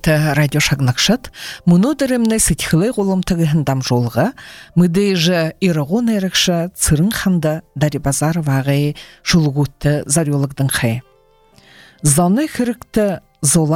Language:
Buriat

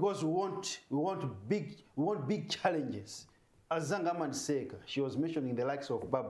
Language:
Nyanja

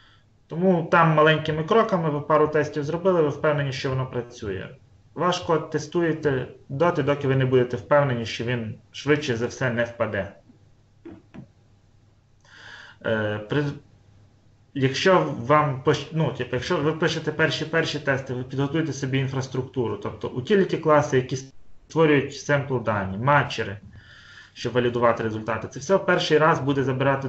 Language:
Ukrainian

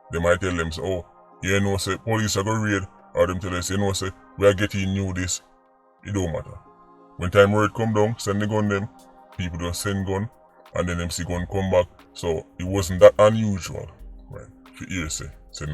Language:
Jamaican Creole English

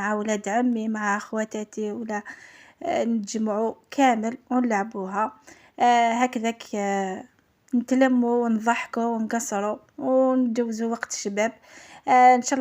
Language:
Algerian Arabic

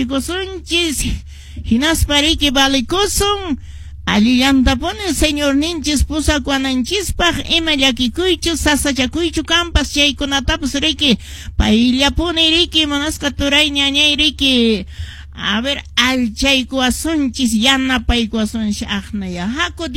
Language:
Quechua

